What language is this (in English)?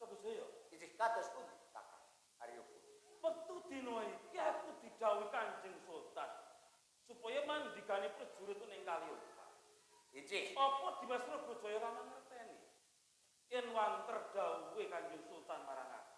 Javanese